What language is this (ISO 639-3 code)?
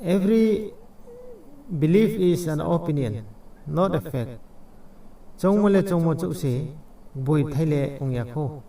ria